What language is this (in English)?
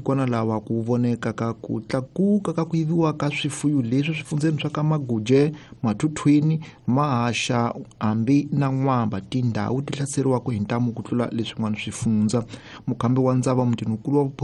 Tsonga